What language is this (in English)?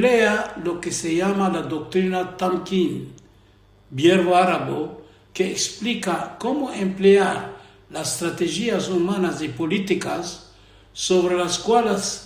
Ladino